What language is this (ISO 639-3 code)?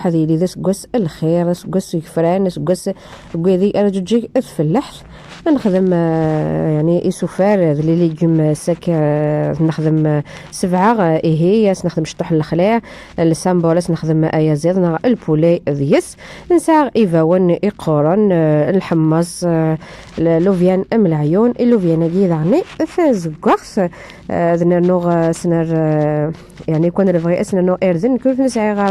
kab